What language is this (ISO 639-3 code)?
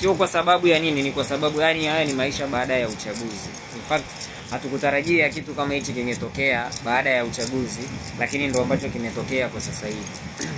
swa